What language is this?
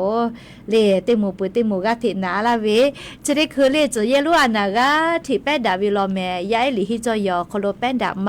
Lahu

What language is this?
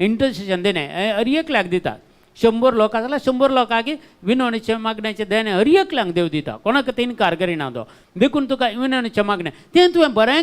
Konkani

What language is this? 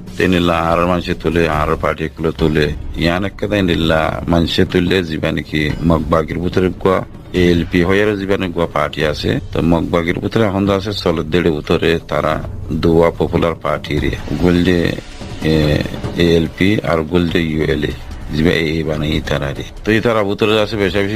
Rohingya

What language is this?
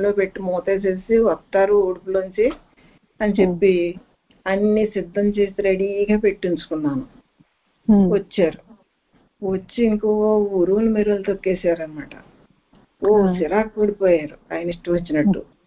Telugu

